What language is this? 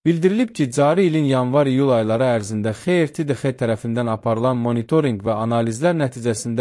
Azerbaijani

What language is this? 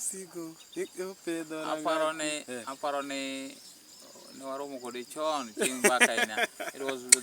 Luo (Kenya and Tanzania)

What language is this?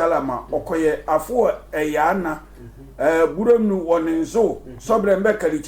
Sehwi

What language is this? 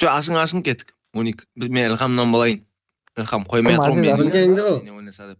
Kara-Kalpak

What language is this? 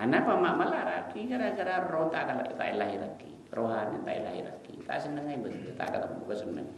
Madurese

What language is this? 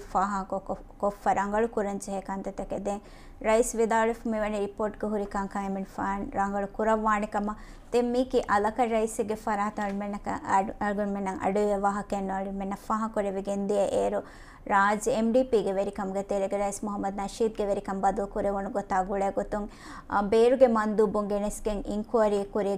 Divehi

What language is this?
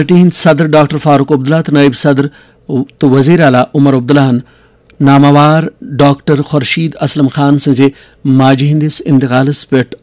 Kashmiri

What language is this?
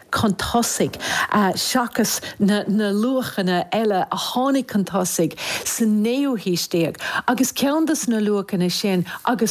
Irish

